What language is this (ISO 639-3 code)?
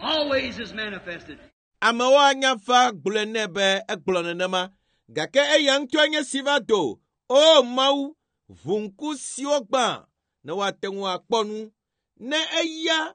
ewe